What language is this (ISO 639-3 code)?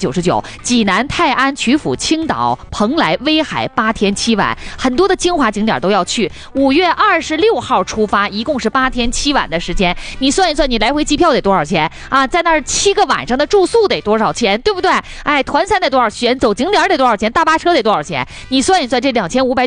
zho